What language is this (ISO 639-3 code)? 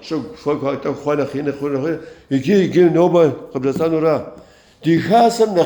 kbd